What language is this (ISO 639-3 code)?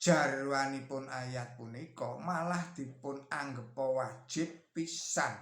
jav